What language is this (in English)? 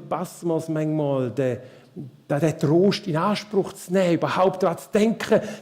Swiss German